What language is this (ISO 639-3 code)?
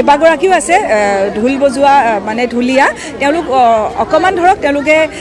asm